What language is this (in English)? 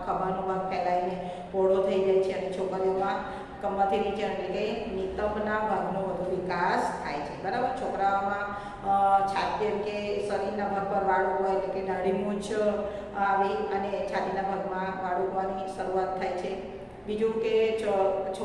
Gujarati